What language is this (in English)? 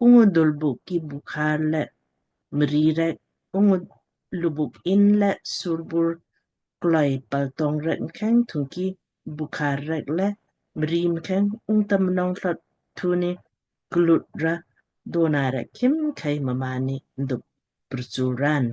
Lamkang